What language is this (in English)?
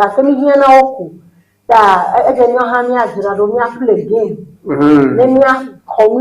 Ewe